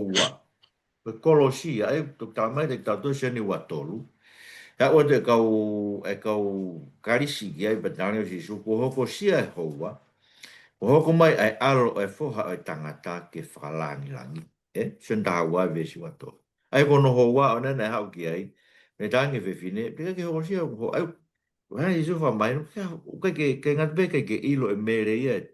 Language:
Tongan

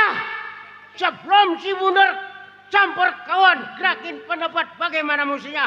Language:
Betawi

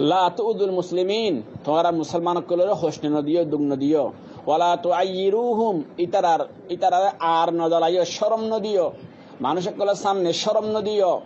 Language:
Rohingya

